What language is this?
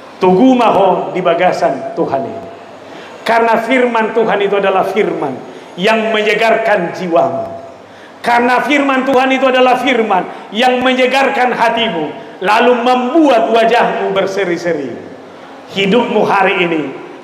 Batak Toba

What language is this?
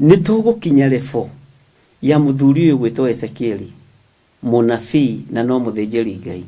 Kikuyu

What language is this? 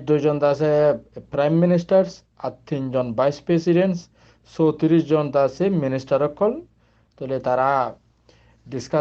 Rohingya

